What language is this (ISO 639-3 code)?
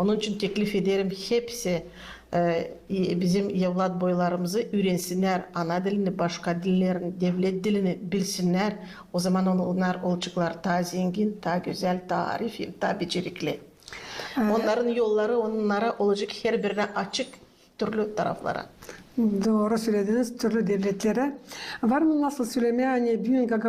gag